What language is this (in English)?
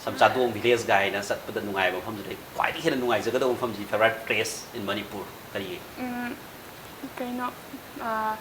Manipuri